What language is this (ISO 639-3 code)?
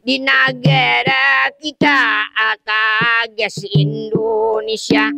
bjn